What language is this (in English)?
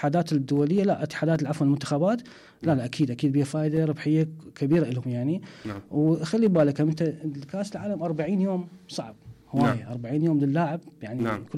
Mesopotamian Arabic